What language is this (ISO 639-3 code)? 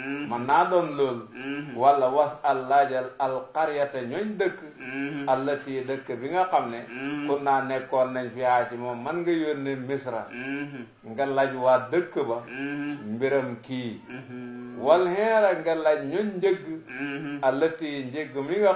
wol